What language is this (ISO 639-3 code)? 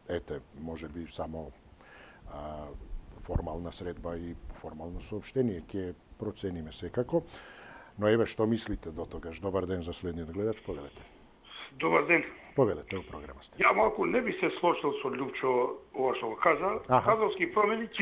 mkd